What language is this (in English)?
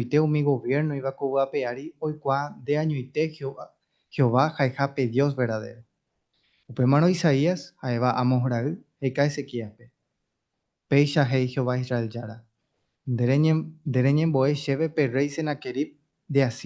Guarani